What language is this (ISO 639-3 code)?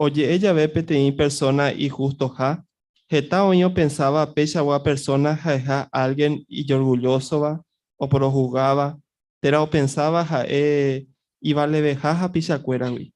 grn